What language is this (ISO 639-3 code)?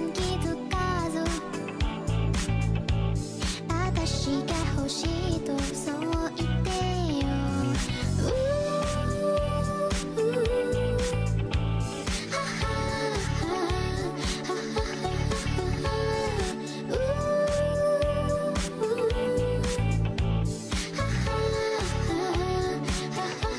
jpn